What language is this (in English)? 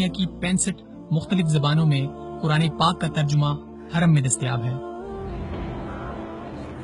Urdu